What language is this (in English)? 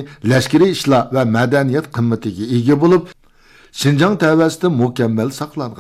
Uyghur